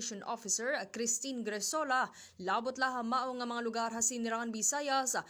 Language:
Waray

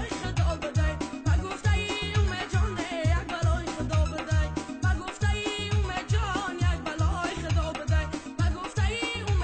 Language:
Tajik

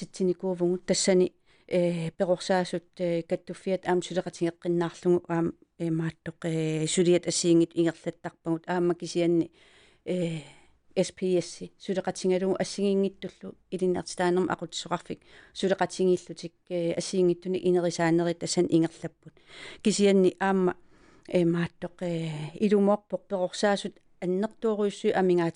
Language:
Kalaallisut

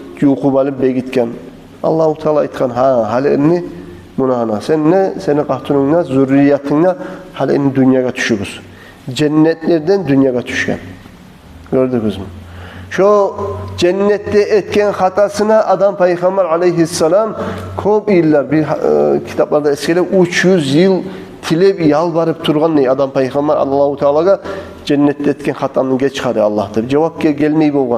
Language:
Kumyk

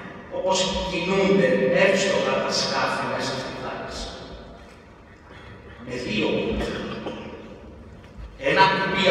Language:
Greek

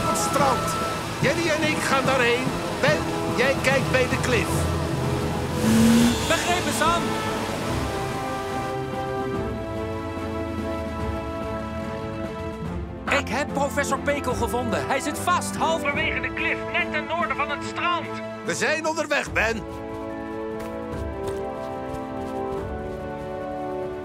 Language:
Dutch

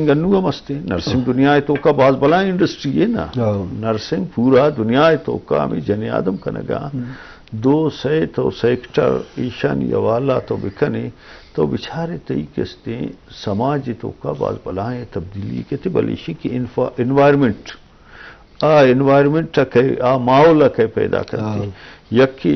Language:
Eastern Balochi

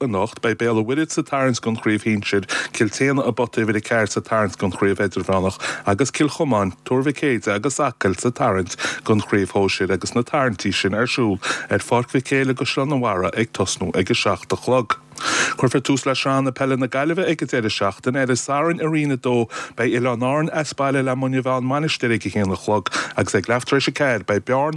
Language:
Irish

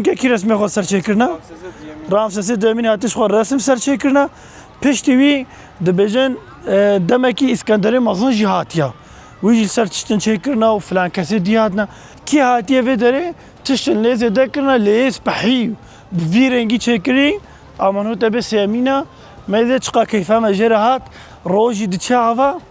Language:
Kurdish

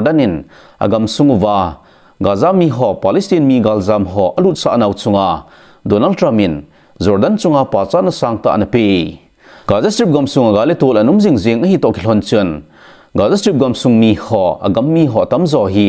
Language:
Thado Chin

